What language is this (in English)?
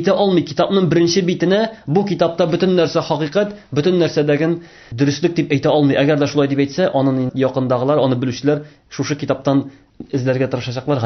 Tatar